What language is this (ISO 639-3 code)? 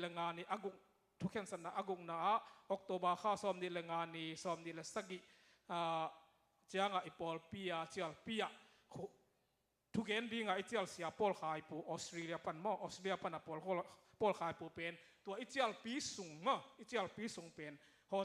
ctd